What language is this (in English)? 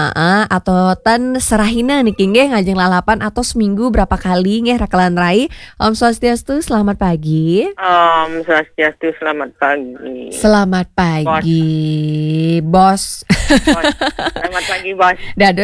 Balinese